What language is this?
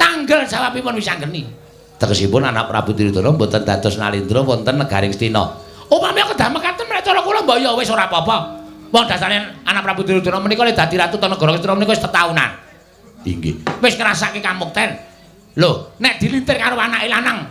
Javanese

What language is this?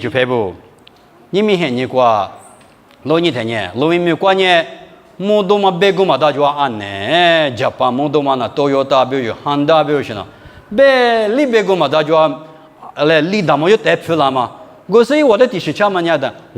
Lisu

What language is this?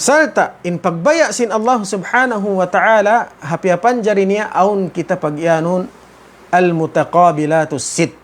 Tausug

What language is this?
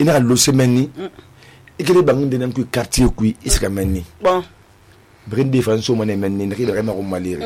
Susu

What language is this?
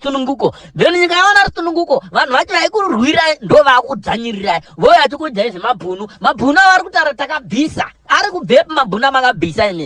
Shona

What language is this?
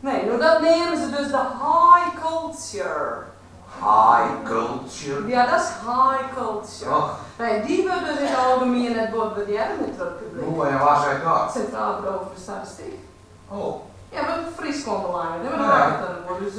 Western Frisian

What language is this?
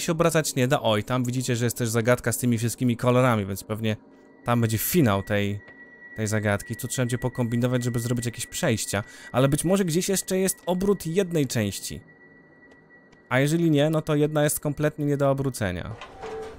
Polish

